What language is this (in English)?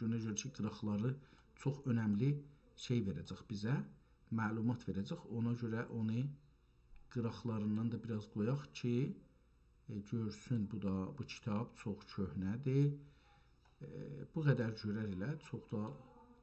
South Azerbaijani